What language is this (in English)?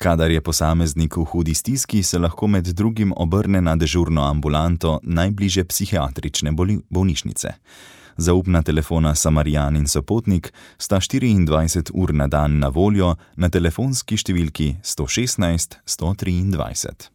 Slovenian